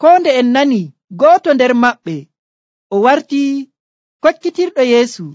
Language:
Nigerian Fulfulde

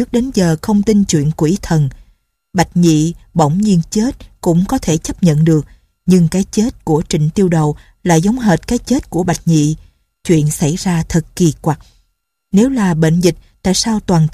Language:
Vietnamese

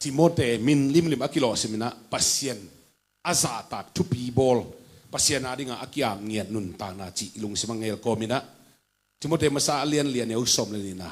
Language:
Tedim Chin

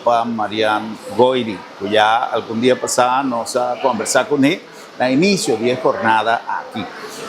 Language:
Papiamento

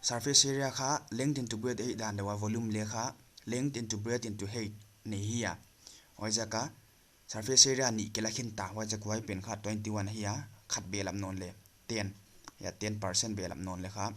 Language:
Paite Chin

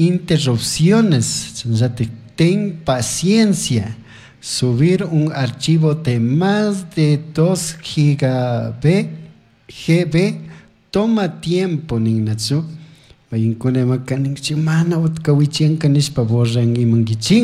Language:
Chimborazo Highland Quichua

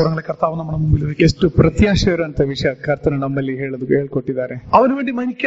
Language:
Malayalam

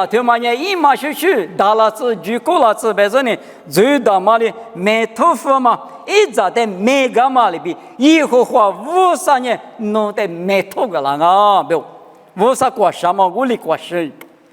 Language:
Lisu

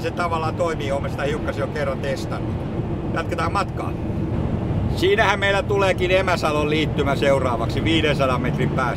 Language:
Finnish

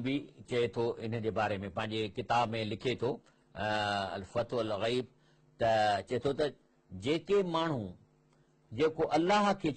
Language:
Sindhi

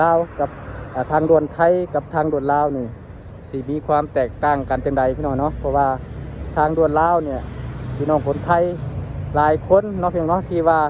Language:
Lao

